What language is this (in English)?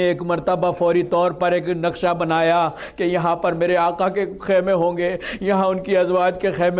Urdu